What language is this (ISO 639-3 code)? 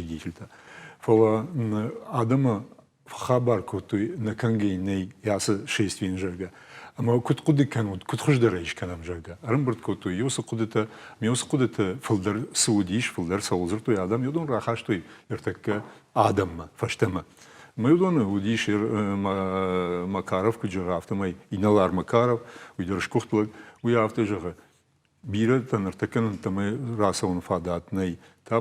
oss